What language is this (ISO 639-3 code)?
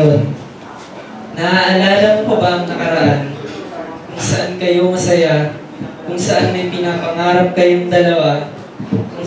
fil